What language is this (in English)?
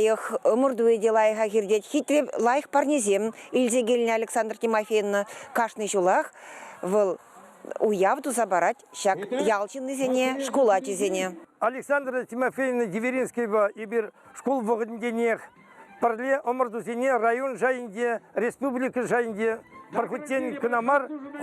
Chuvash